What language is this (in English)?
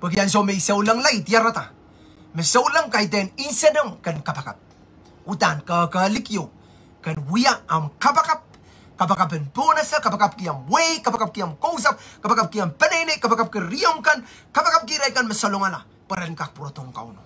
Pohnpeian